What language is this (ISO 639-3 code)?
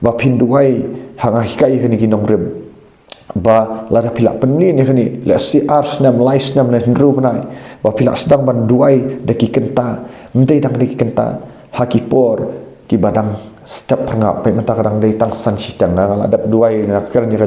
kha